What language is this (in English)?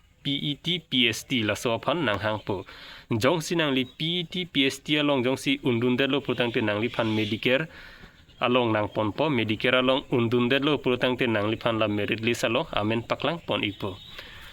Karbi